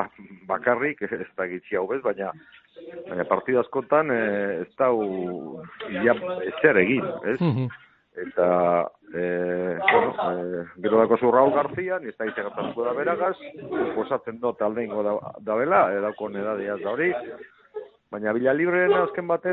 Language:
Basque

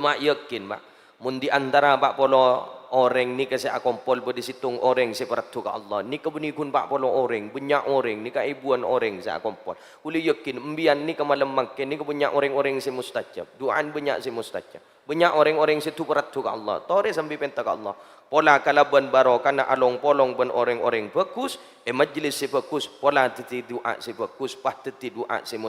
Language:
Madurese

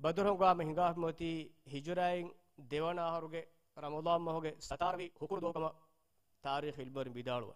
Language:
Divehi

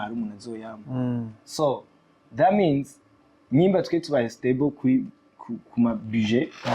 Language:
Rundi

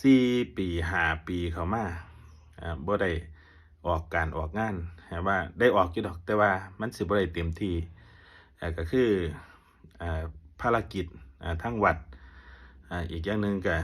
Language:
Northeastern Thai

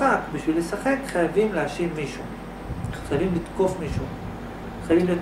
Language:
Hebrew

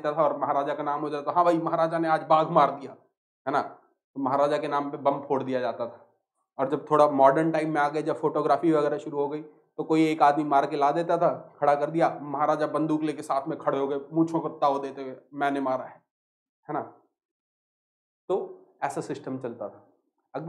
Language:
Hindi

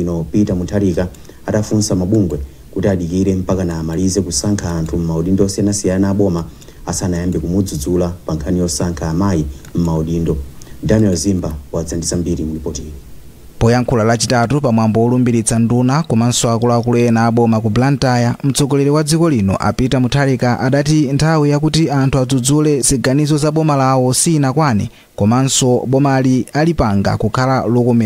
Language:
Nyanja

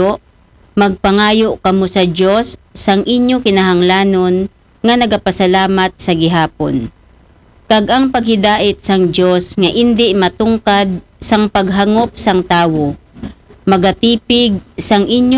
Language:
Aklanon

